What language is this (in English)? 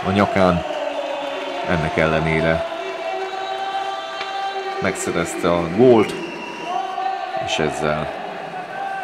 Hungarian